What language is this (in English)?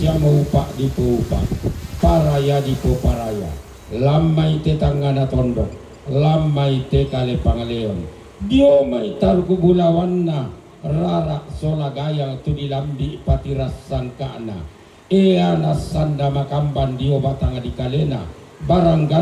Toraja-Sa'dan